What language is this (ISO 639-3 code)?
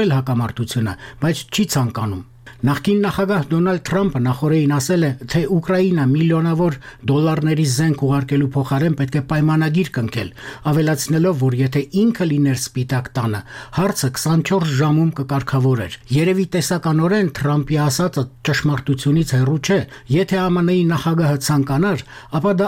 hye